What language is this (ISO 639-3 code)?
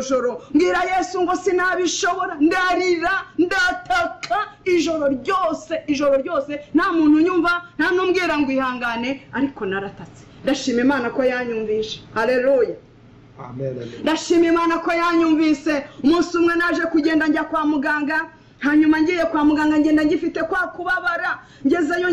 kin